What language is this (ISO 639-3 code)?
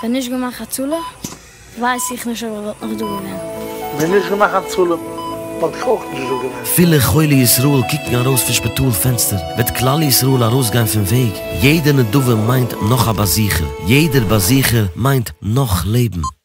yid